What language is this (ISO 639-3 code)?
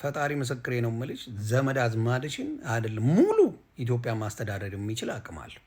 amh